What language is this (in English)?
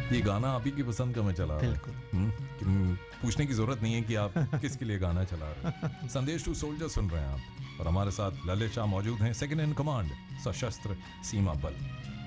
Hindi